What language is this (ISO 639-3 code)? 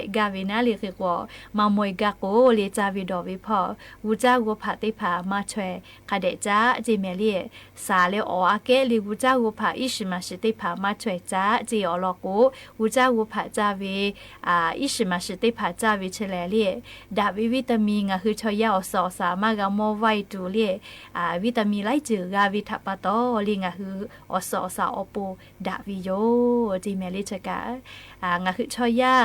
lhu